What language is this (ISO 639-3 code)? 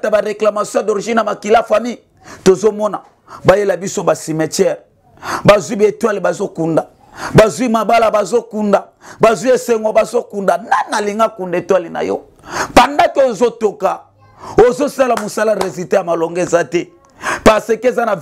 lin